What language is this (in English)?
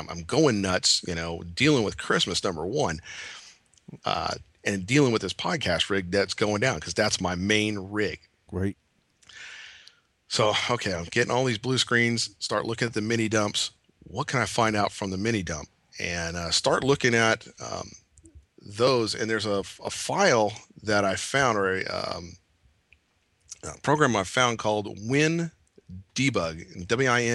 English